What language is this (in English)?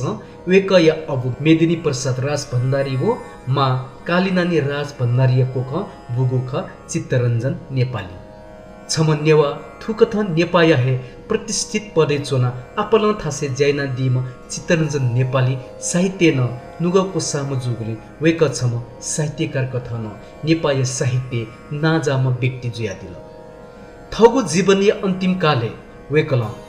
Newari